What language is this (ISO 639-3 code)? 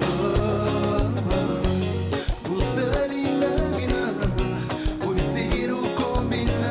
kea